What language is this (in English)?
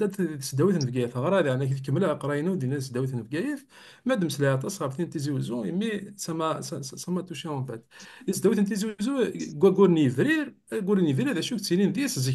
Kabyle